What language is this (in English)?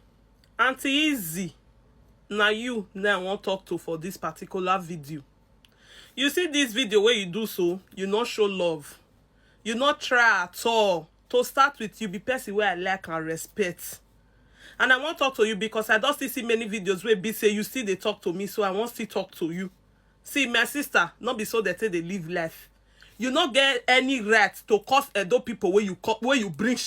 Nigerian Pidgin